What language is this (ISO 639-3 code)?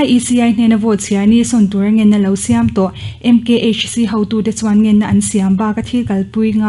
lus